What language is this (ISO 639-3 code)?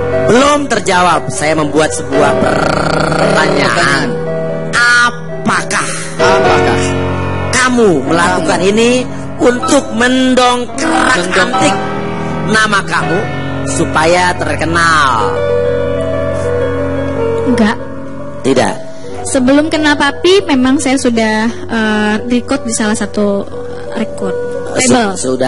ind